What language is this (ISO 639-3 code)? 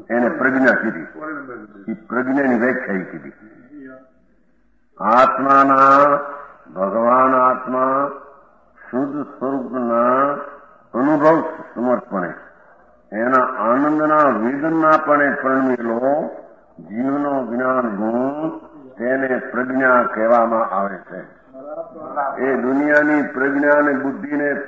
guj